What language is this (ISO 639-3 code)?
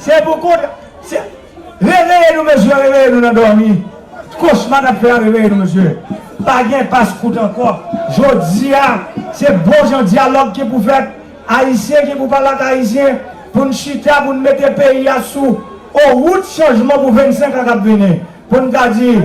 hat